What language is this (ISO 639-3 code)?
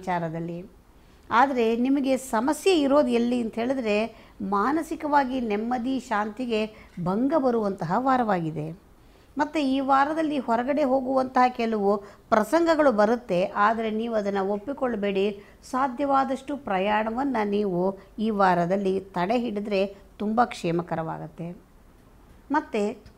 kan